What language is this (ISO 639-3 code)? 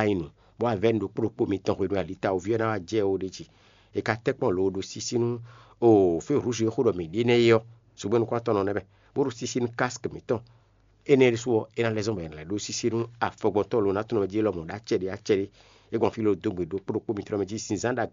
fon